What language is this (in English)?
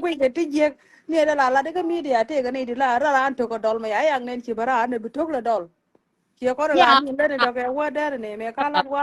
Nuer